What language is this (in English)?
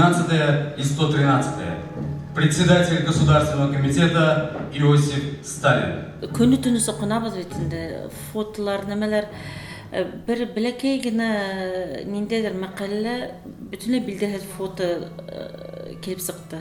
Bashkir